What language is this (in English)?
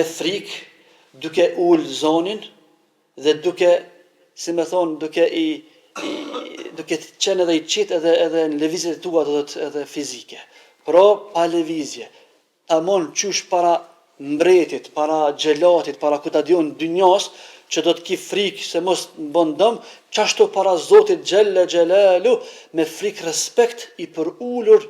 Albanian